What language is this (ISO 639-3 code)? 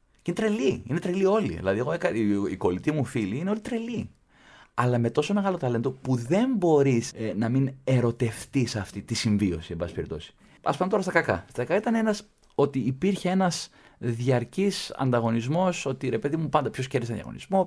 ell